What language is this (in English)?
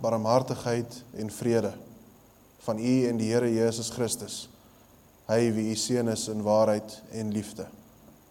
Afrikaans